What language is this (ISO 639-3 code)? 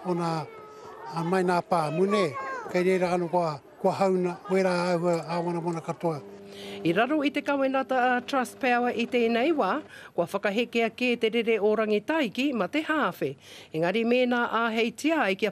mri